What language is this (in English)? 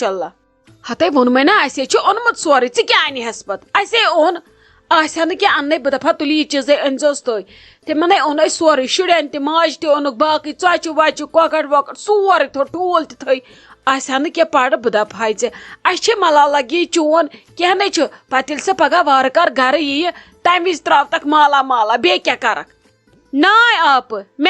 Kashmiri